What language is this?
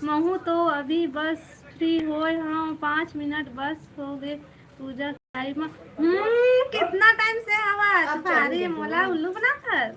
Chhattisgarhi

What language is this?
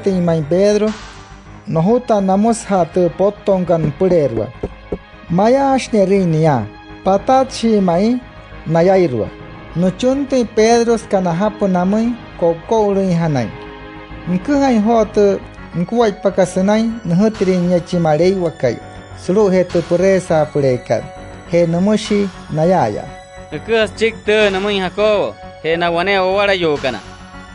Wayuu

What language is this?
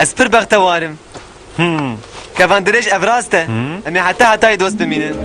Kurdish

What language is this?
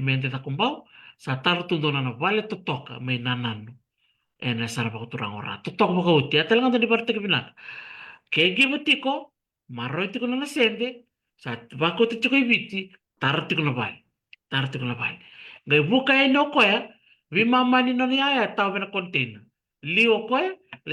Fijian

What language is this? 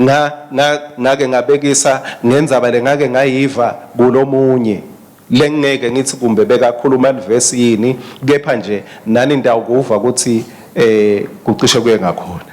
Swati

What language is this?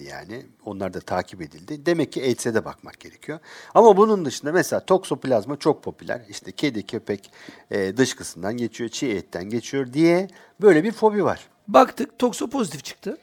Turkish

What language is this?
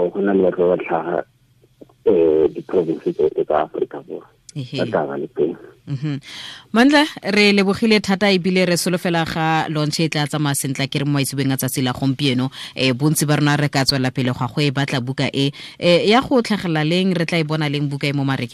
Tswana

